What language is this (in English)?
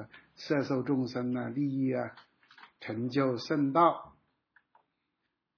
Chinese